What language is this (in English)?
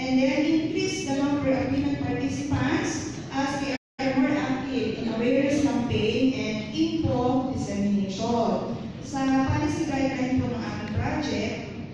Filipino